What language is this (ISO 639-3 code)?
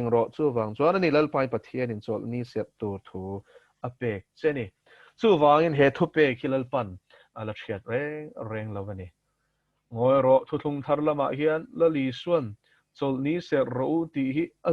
lus